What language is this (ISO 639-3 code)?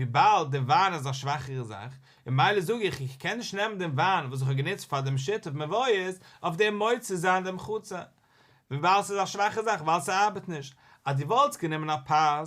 yid